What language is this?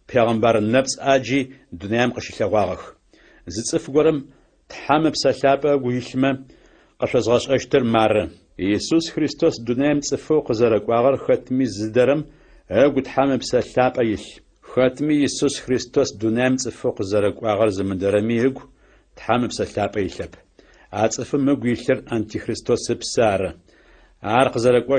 Adyghe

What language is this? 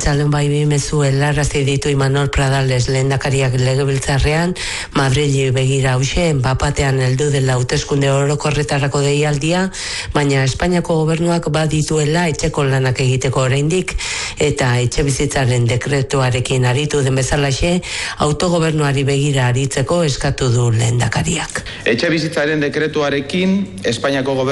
Basque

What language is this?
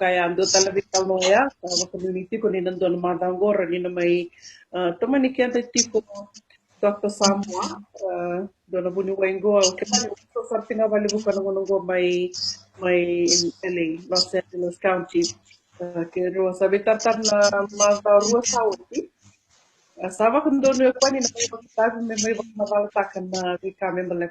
Fijian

